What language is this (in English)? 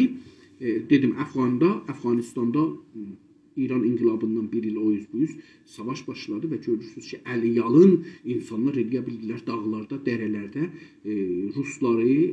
South Azerbaijani